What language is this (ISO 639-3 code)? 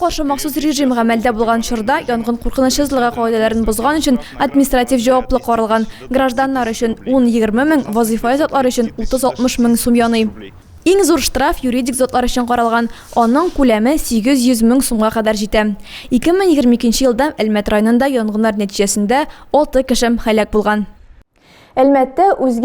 tat